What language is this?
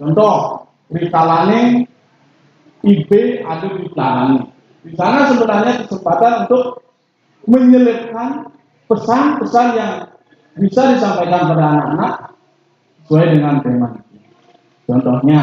Balinese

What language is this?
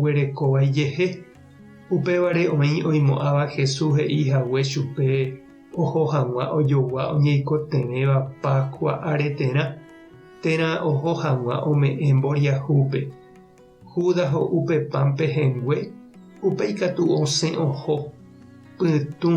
Guarani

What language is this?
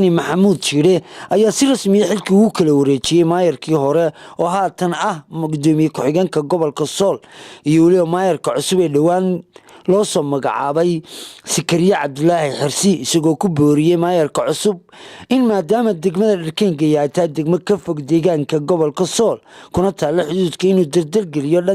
Somali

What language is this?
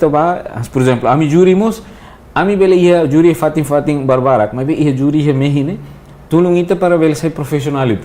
Tetum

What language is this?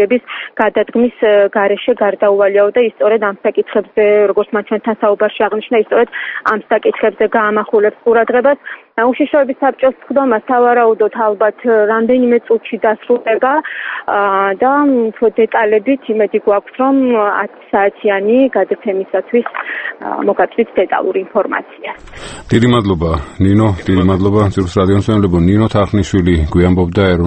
Georgian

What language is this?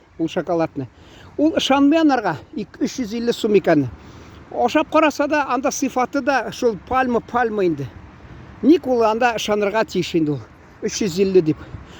Tatar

